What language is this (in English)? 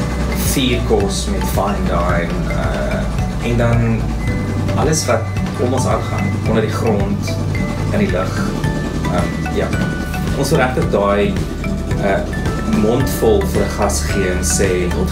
Afrikaans